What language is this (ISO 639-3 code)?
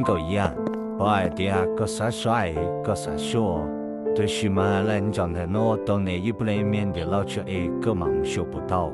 hmn